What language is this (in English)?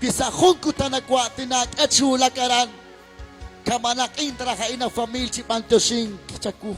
Kekchí